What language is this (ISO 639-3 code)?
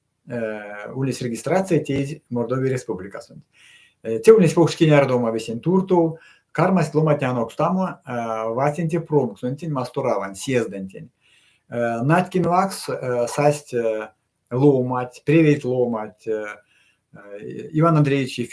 myv